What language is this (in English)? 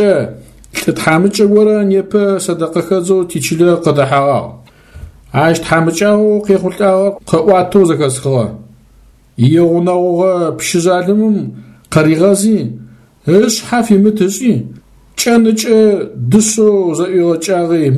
Adyghe